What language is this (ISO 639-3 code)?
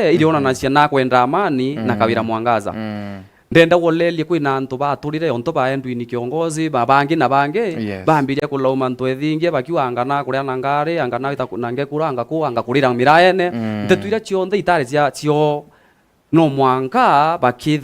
mer